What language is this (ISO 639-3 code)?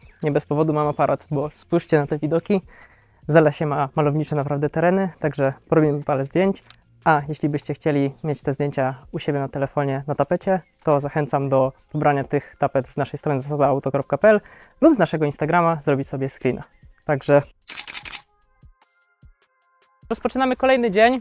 pol